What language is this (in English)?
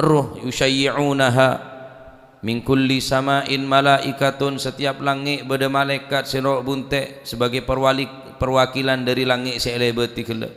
Madurese